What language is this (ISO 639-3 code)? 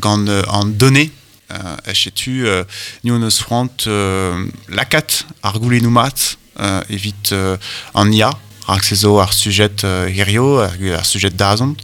bre